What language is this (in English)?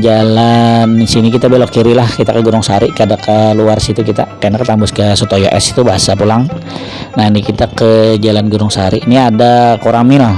Banjar